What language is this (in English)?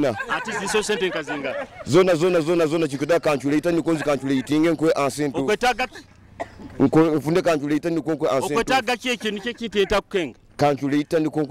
Nyoro